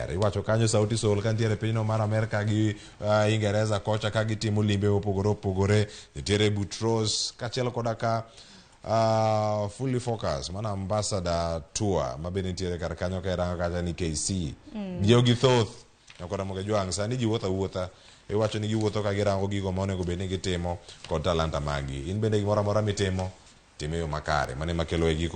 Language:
Luo (Kenya and Tanzania)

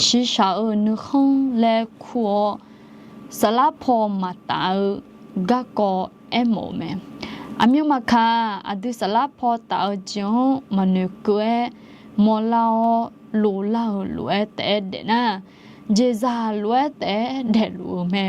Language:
Akha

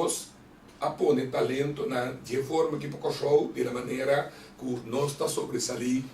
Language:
Papiamento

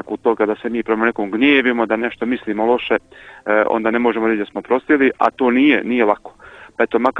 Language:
Serbian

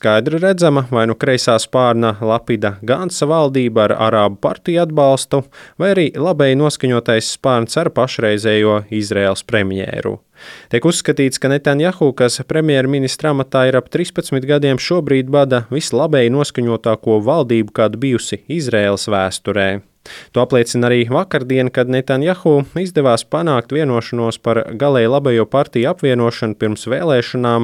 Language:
Latvian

